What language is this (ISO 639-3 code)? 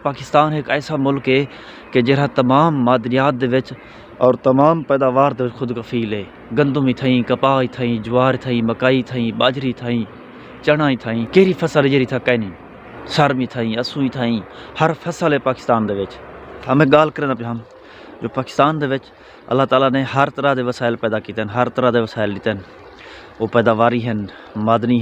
skr